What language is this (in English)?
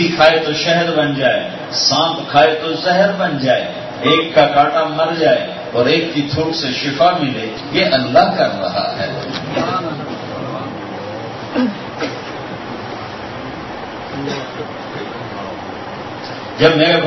Urdu